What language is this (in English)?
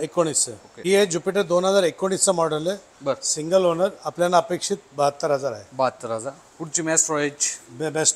Marathi